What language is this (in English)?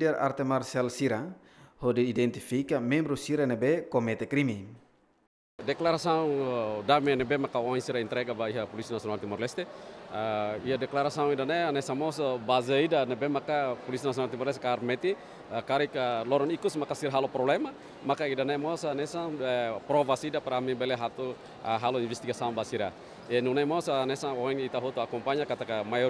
Tetum